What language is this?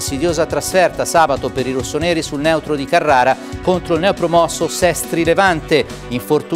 Italian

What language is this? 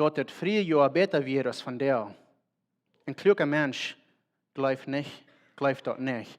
Plautdietsch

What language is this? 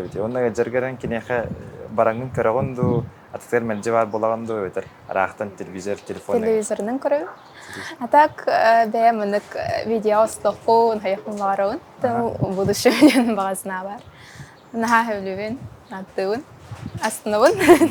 Yakut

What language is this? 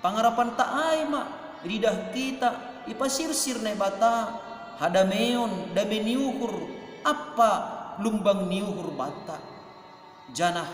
Batak Simalungun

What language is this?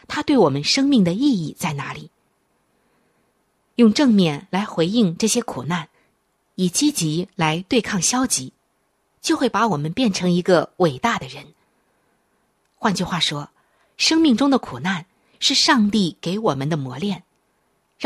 Chinese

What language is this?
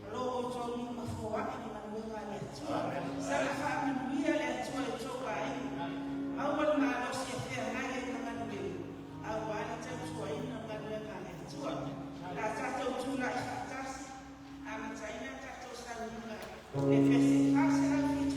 Samoan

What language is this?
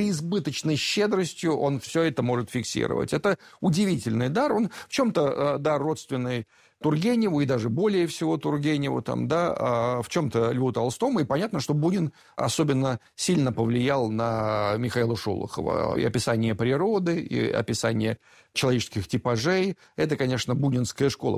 Russian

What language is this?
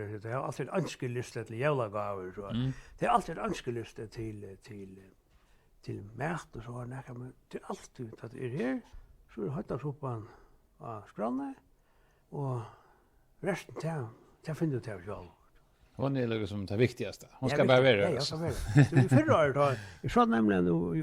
Faroese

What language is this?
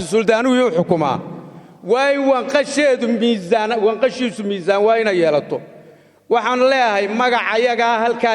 Somali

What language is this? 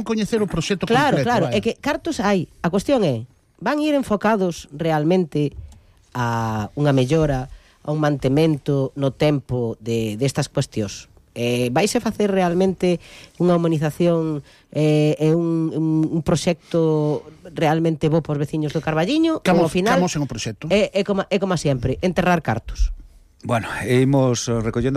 Galician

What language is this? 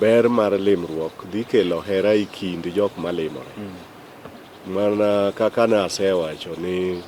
Luo (Kenya and Tanzania)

